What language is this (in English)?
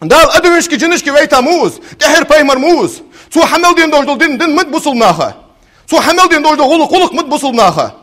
Ingush